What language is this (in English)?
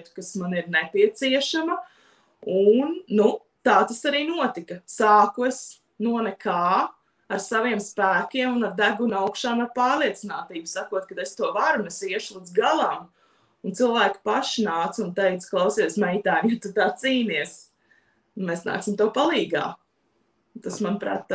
Latvian